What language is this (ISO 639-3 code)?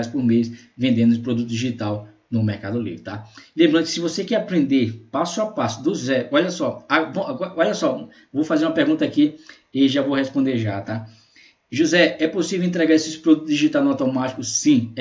por